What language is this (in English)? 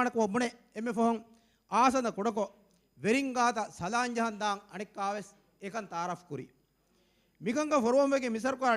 Divehi